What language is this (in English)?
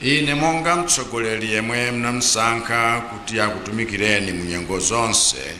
Nyanja